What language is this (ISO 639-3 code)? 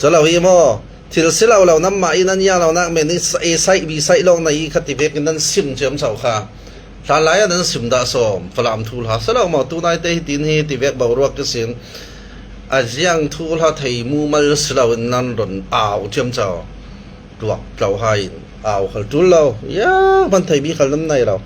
cfm